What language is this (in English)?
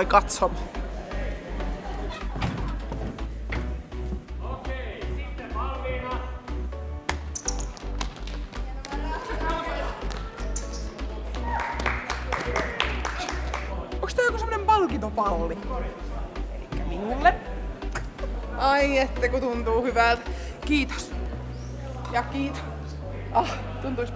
Finnish